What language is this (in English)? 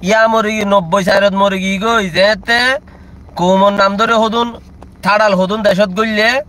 Rohingya